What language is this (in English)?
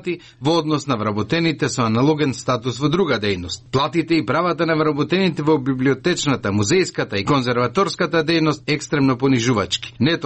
Macedonian